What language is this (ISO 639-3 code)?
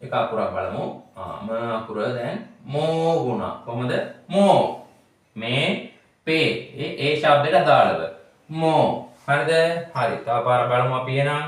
sin